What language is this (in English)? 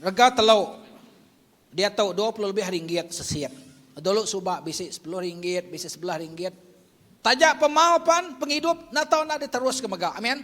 Iban